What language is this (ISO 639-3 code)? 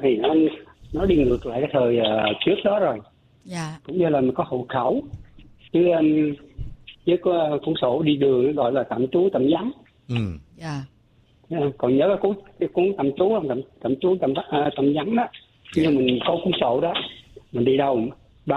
vie